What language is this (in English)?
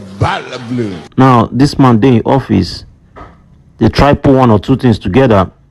Nigerian Pidgin